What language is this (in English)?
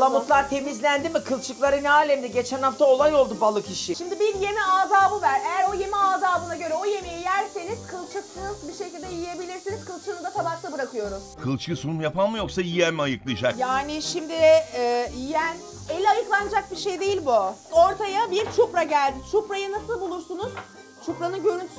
Turkish